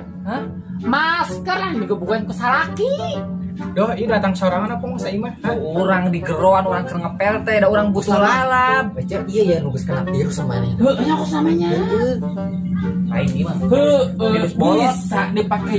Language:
Sundanese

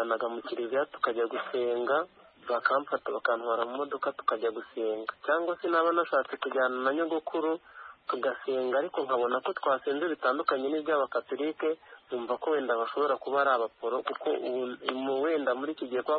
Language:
Kinyarwanda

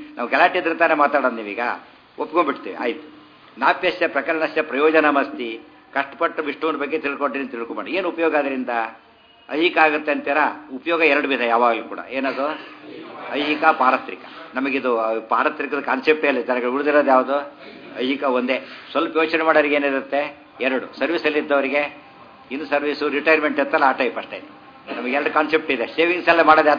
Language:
Kannada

